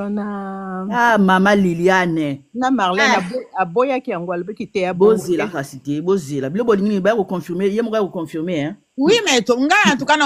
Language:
Lingala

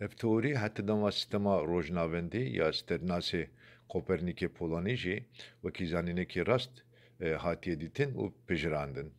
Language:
Kurdish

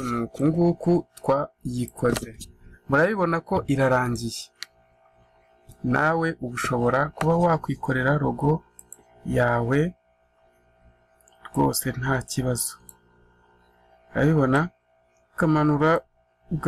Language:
Kinyarwanda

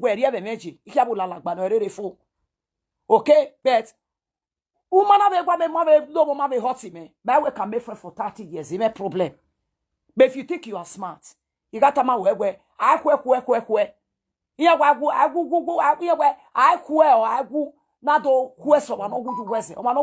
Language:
Nigerian Pidgin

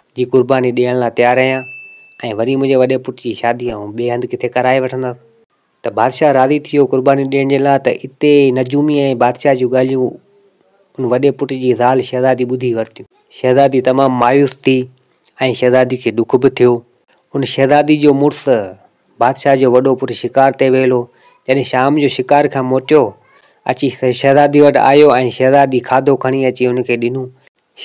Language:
Sindhi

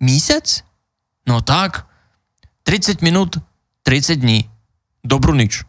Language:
Rusyn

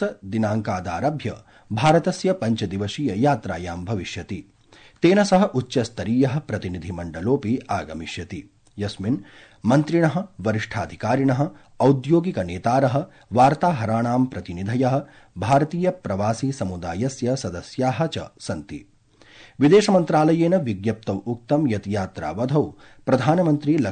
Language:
Sanskrit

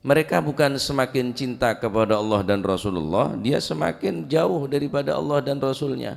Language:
Madurese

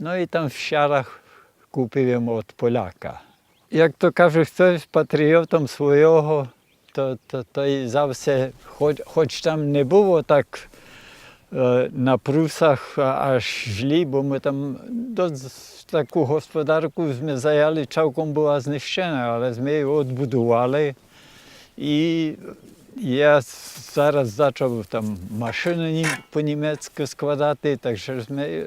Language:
Rusyn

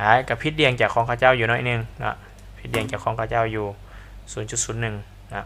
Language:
Lao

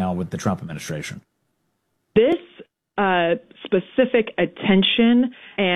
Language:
English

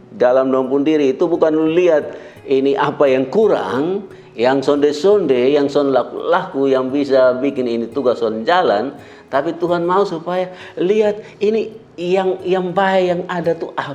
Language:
Kupang Malay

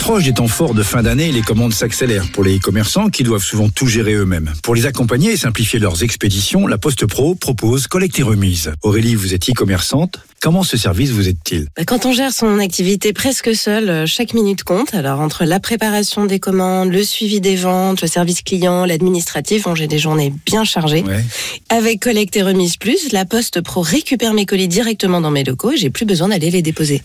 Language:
French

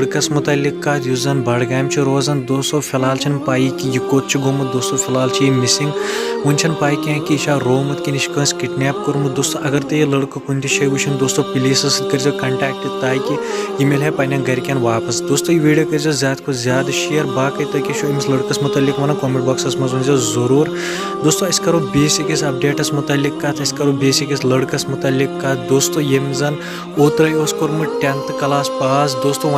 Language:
Kashmiri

